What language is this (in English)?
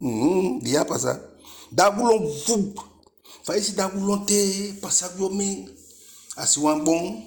Eastern Maroon Creole